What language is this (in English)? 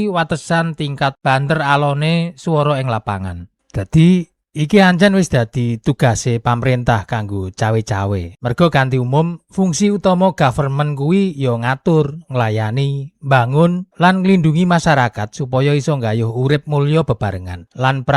Javanese